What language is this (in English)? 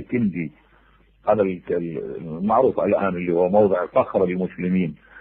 Mesopotamian Arabic